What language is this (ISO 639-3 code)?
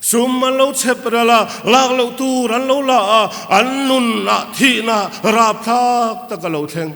lus